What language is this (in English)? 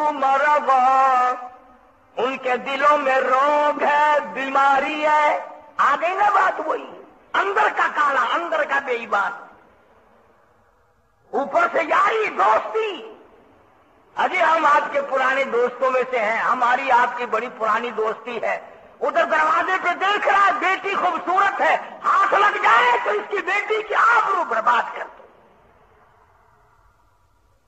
Urdu